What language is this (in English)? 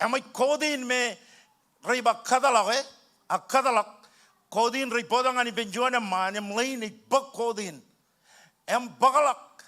Marshallese